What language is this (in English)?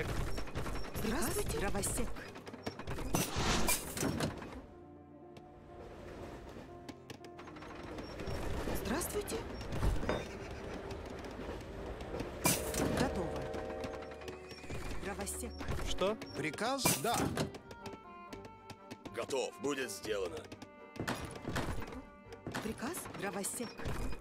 Russian